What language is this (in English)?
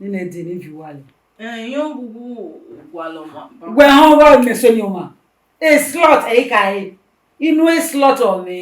Bini